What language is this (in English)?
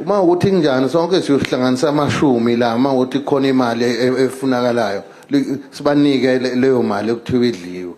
Zulu